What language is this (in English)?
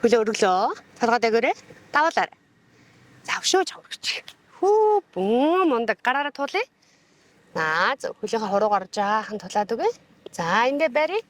Mongolian